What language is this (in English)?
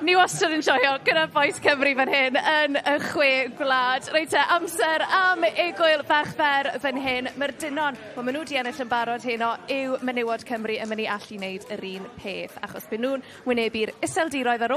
Welsh